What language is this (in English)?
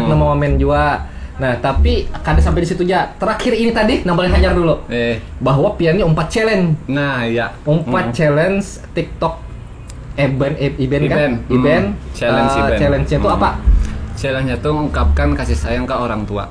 Banjar